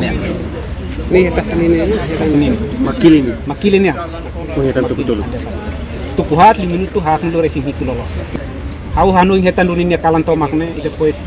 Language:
Tetum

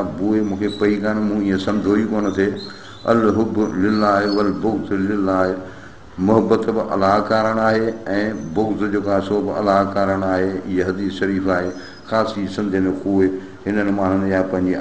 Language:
Sindhi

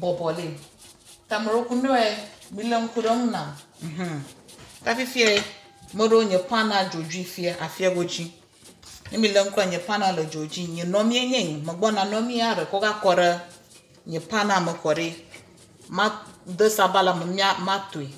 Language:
Ewe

